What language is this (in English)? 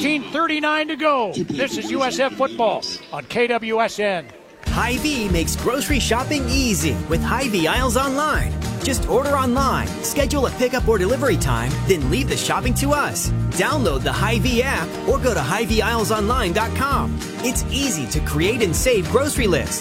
English